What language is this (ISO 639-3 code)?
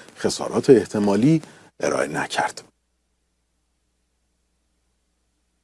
fas